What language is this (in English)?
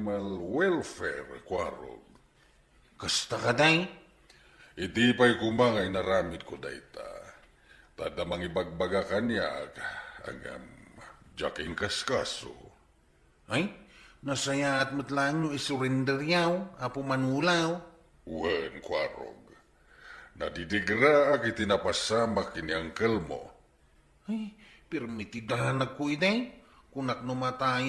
Iloko